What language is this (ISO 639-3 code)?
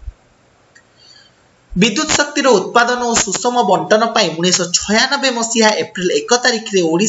ori